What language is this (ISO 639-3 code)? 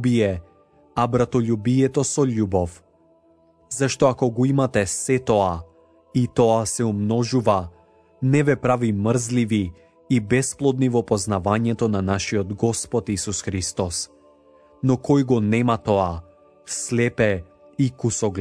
mkd